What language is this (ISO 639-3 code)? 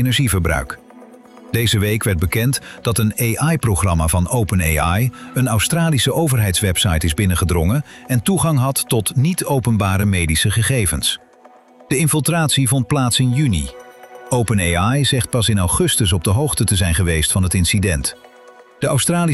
nld